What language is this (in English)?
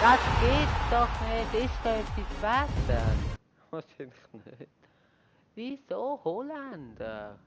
Swiss German